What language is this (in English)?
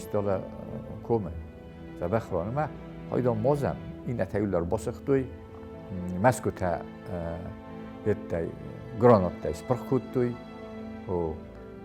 Ossetic